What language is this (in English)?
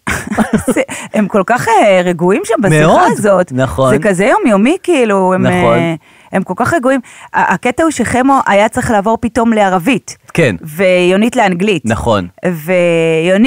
Hebrew